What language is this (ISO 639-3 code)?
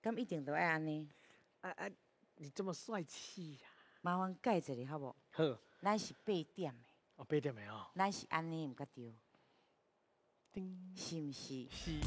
nan